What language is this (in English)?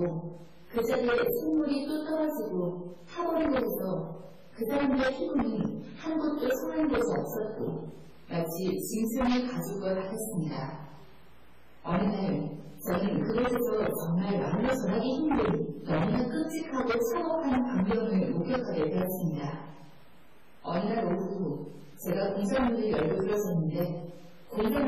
Korean